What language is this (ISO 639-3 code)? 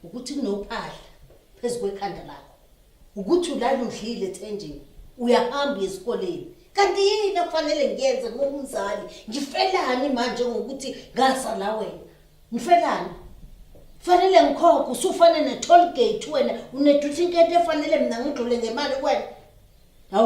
zul